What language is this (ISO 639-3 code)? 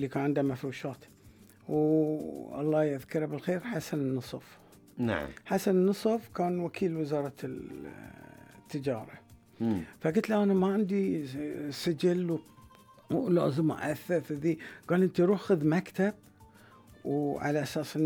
afb